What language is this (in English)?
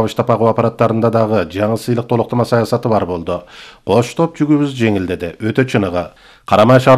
Kyrgyz